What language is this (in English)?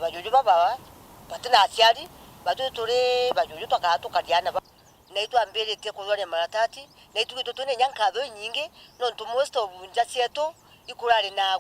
Meru